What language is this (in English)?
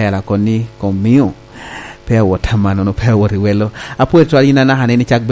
Lango (Uganda)